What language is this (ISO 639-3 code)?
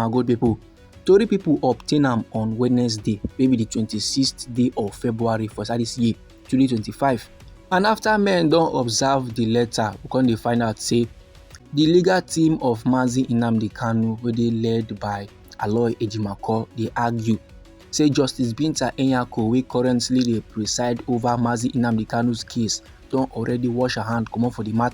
pcm